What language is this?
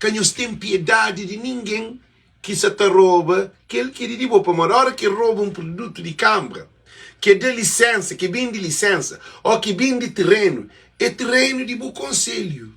Kabuverdianu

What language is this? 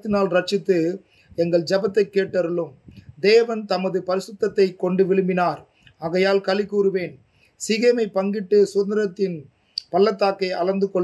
Tamil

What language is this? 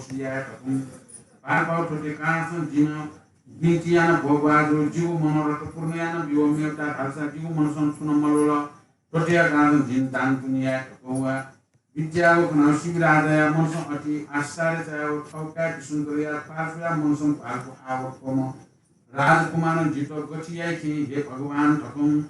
Newari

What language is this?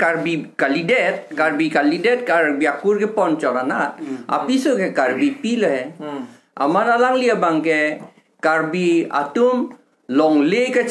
Karbi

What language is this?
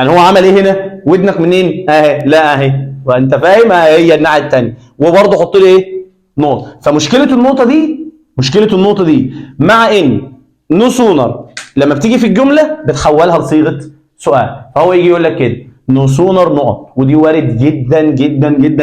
Egyptian Arabic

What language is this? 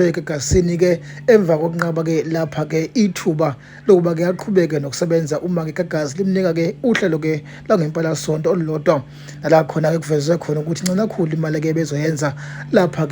Zulu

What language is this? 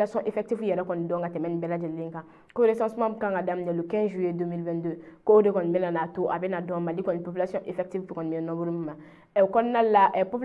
Bambara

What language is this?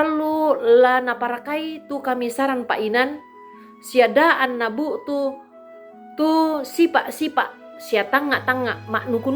Toraja-Sa'dan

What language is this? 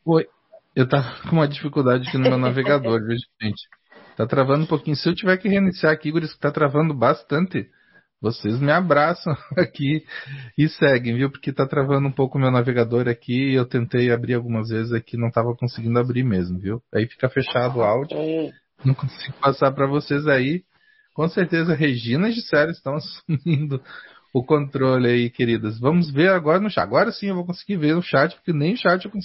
Portuguese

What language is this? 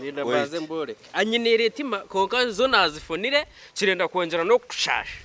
Nyankole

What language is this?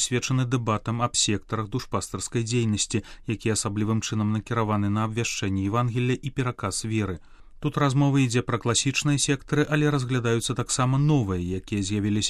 Belarusian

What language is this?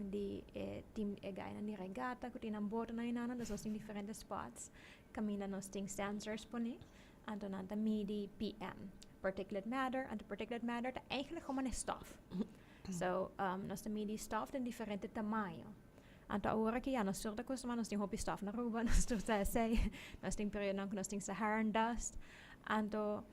Papiamento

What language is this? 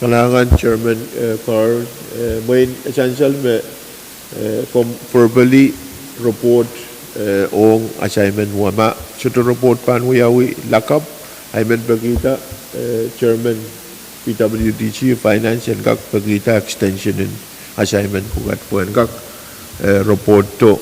Pohnpeian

